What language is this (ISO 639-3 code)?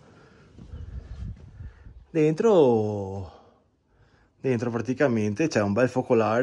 ita